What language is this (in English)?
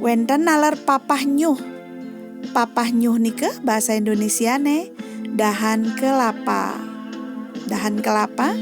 Balinese